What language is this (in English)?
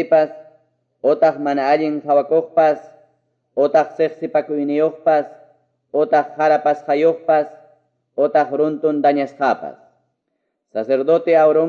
Quechua